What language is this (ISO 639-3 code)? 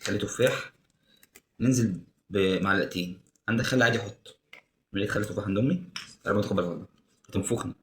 arz